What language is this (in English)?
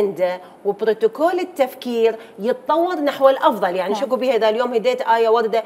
Mesopotamian Arabic